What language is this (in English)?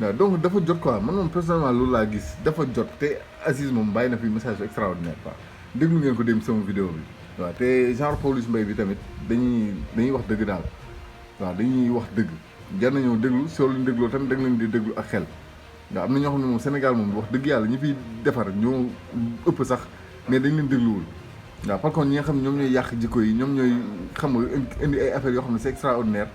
Wolof